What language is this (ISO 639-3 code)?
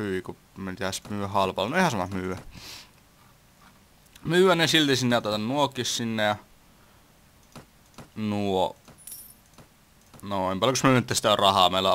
fin